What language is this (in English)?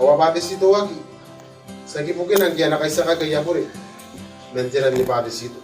Gilbertese